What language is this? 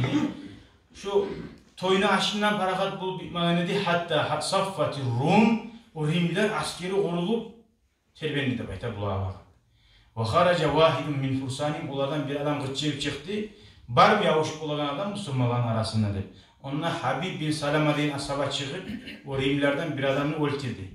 Kumyk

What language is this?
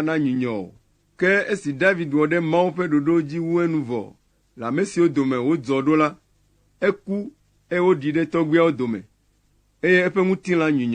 Ewe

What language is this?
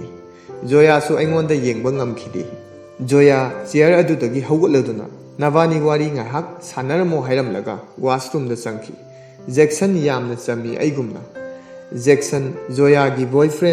Manipuri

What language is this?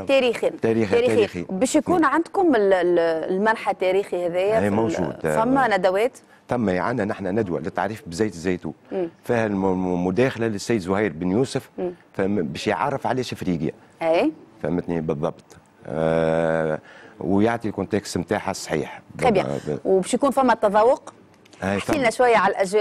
Tunisian Arabic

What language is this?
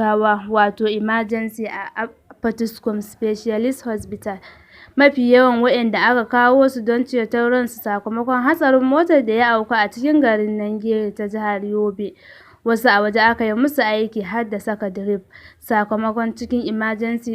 Hausa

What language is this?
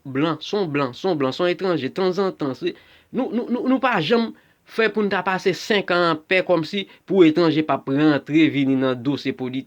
Haitian Creole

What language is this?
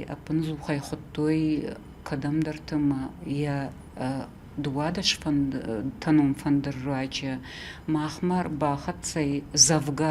Ossetic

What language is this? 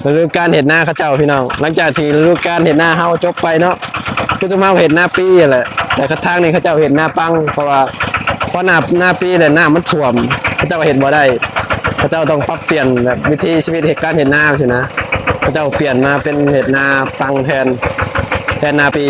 Lao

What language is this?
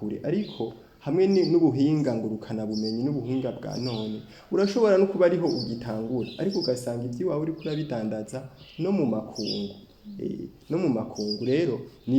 Rundi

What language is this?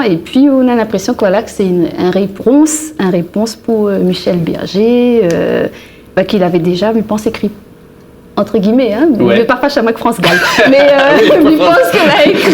Réunion Creole French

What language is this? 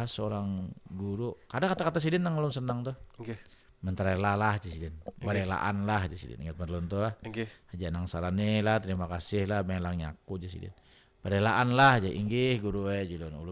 Banjar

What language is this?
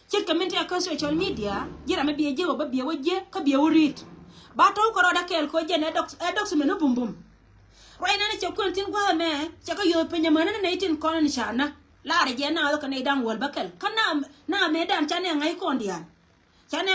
Nuer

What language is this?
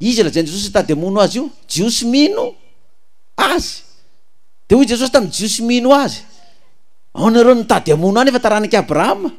Malagasy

